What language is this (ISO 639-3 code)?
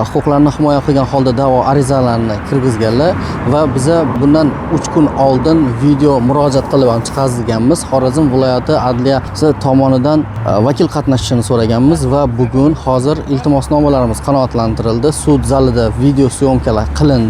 uzb